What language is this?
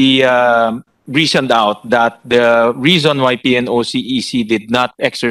Filipino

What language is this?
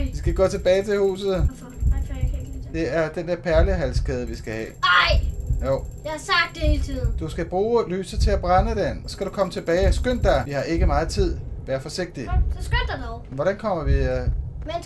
Danish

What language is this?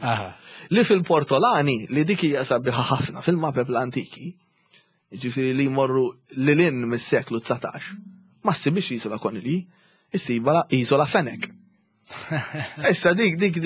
Maltese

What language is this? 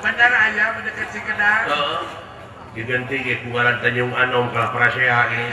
Sundanese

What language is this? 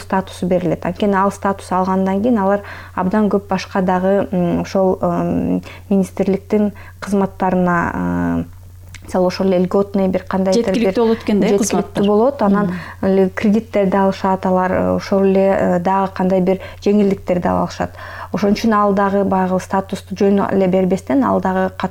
Kyrgyz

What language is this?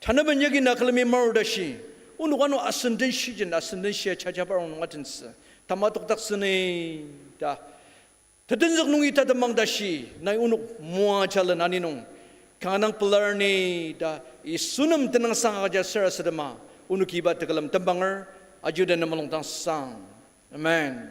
Ao Naga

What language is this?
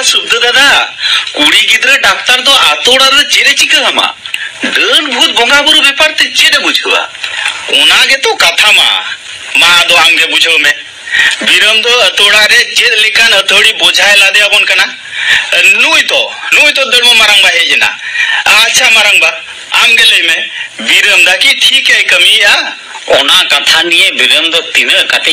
Santali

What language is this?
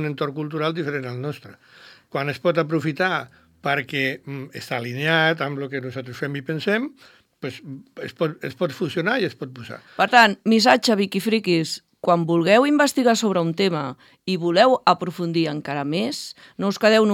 Catalan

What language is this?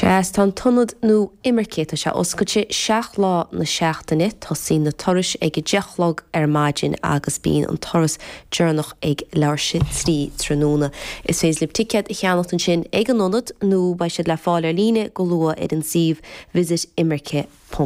Irish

